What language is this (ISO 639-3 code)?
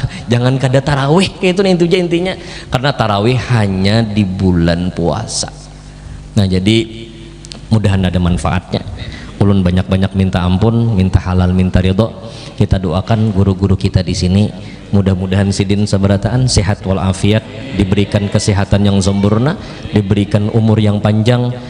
bjn